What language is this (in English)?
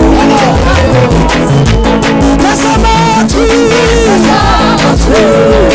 Kinyarwanda